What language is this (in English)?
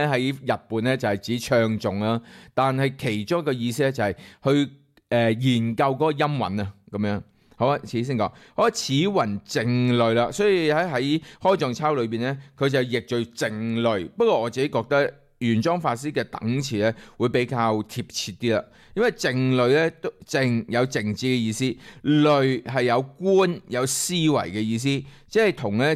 Cantonese